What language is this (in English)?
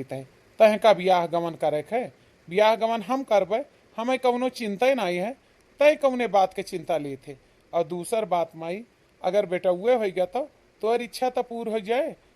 Awadhi